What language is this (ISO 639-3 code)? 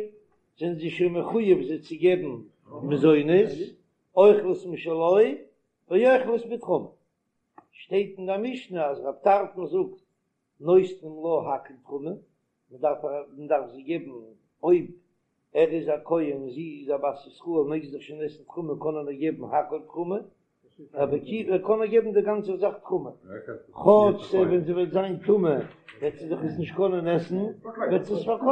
yid